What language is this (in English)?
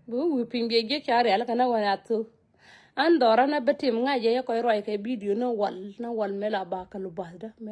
Nuer